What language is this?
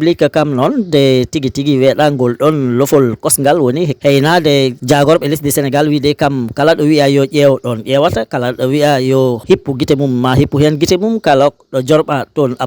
Fula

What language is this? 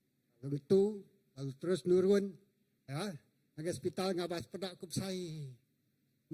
Iban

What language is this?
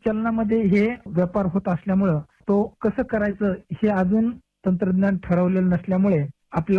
Marathi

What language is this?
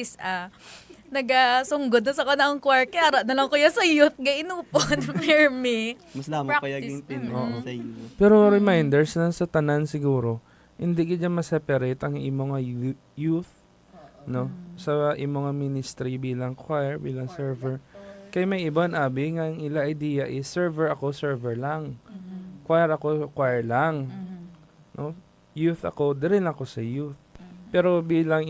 Hiligaynon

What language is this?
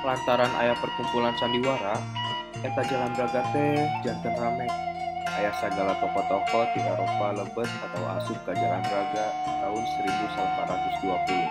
Sundanese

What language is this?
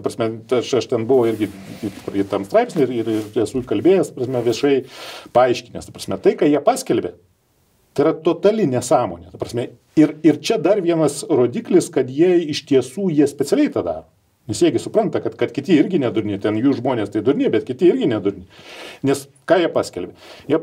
Lithuanian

